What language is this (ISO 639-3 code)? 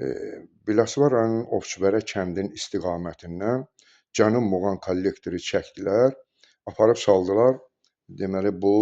aze